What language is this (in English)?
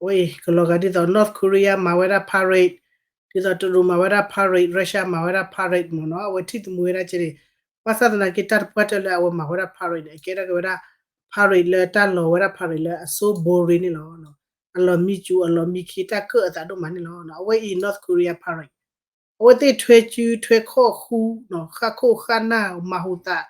S'gaw Karen